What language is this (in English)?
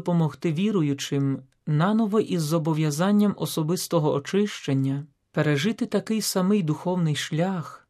Ukrainian